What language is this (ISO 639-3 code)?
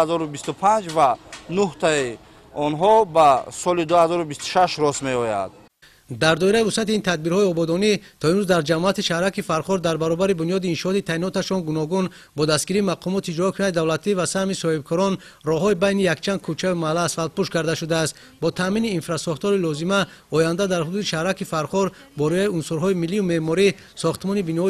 tgk